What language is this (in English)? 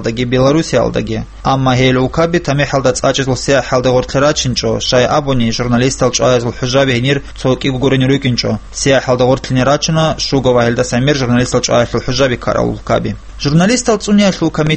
Avaric